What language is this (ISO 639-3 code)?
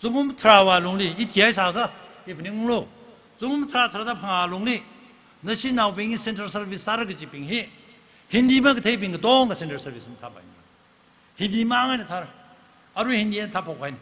nmf